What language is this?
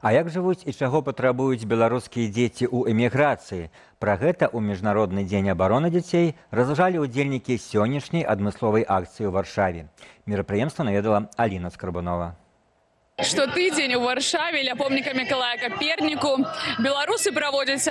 Belarusian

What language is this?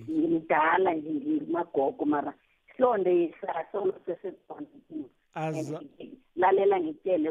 South Ndebele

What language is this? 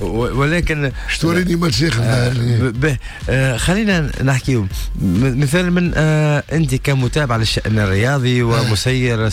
Tunisian Arabic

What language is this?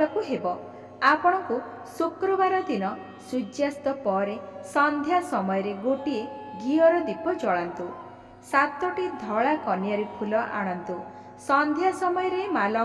Odia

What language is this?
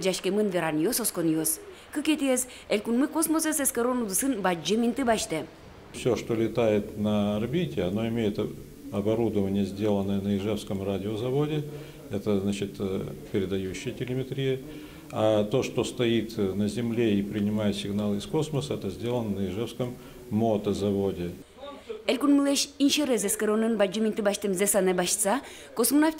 Udmurt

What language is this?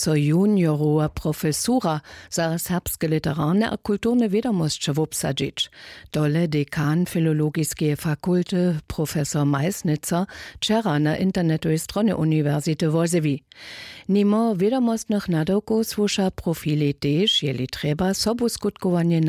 Upper Sorbian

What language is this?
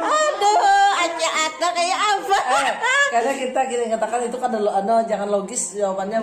Banjar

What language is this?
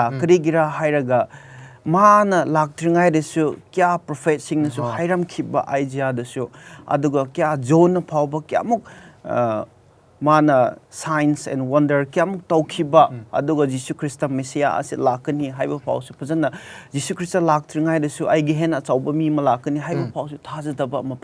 Manipuri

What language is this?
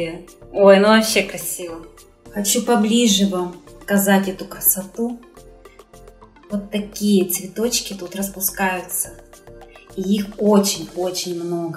Russian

